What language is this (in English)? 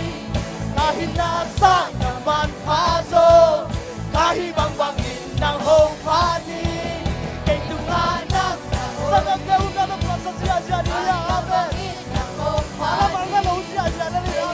Tedim Chin